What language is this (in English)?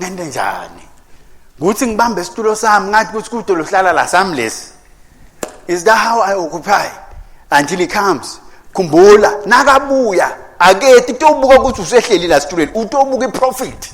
Swati